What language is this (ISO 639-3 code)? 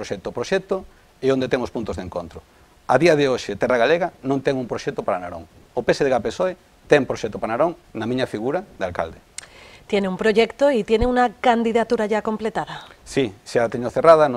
glg